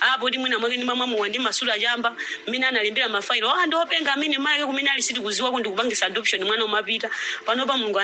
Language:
Nyanja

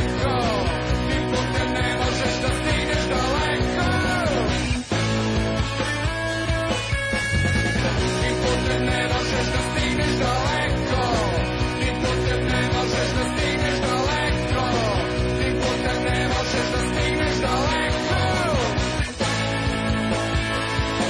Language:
Serbian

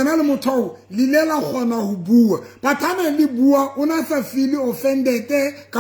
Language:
Southern Sotho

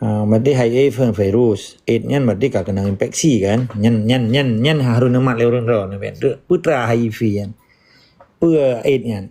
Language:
Achinese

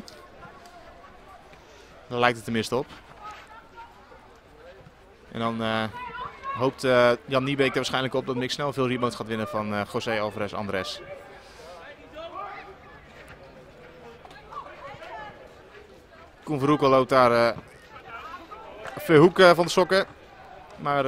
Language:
Dutch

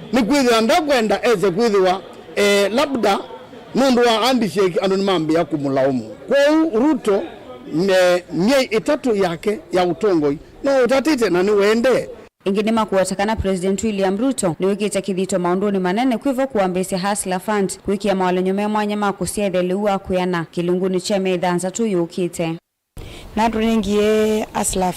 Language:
Kamba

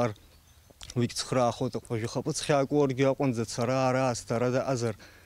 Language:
Abkhazian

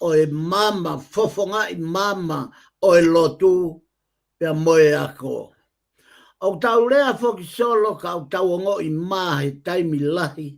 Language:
Tongan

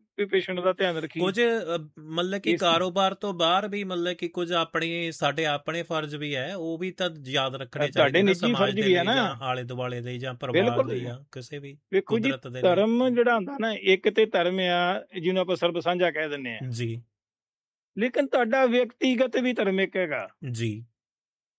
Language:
Punjabi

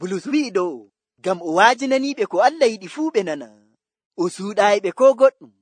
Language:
Nigerian Fulfulde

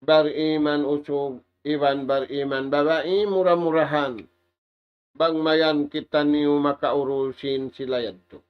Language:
Tausug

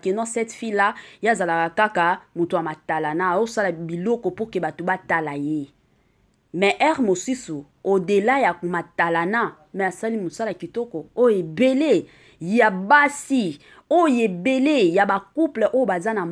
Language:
Lingala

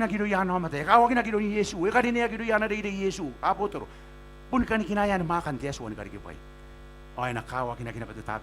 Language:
Gilbertese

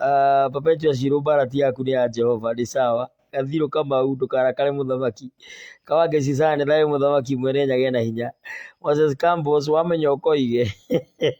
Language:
Kikuyu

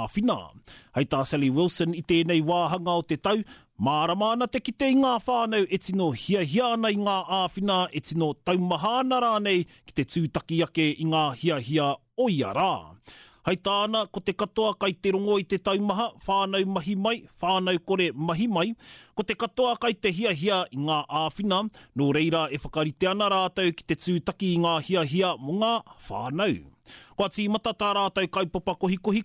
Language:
Māori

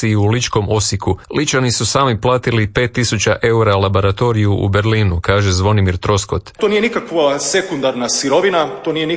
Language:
Croatian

